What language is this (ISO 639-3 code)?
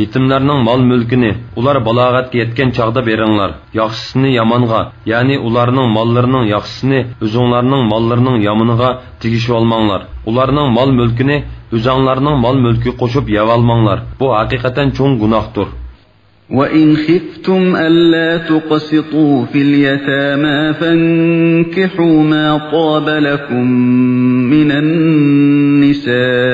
uig